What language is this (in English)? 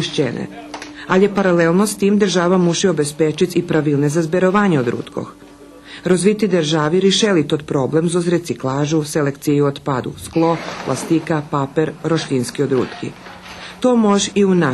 Rusyn